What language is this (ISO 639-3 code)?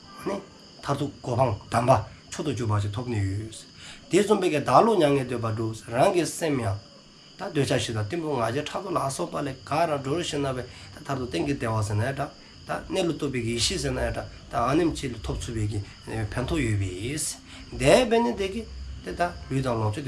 dzo